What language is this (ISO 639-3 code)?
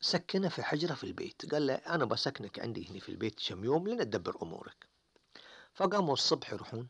afb